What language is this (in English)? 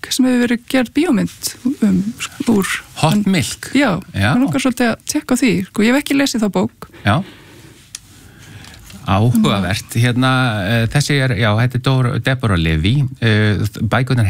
Icelandic